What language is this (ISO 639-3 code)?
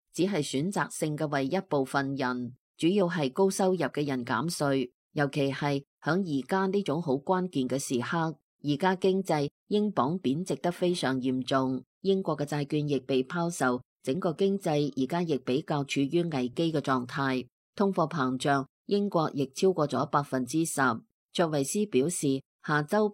yue